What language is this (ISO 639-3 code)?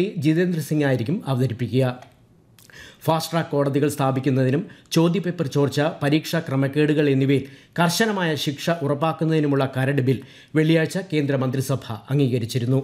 mal